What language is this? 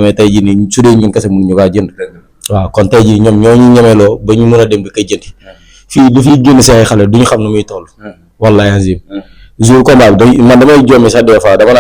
Wolof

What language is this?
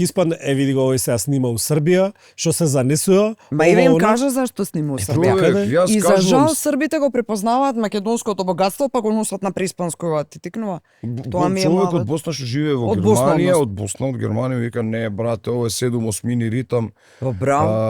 Macedonian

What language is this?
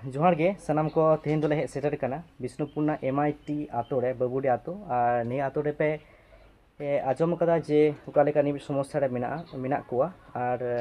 Santali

